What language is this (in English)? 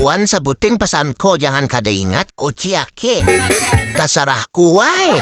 Banjar